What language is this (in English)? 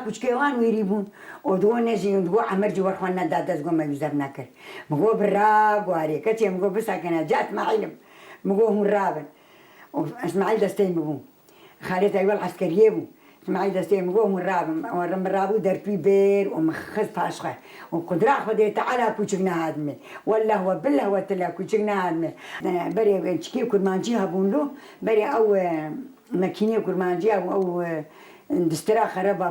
Kurdish